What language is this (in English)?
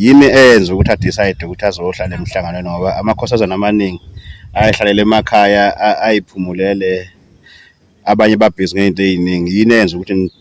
Zulu